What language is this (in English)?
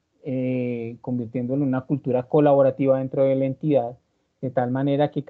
Spanish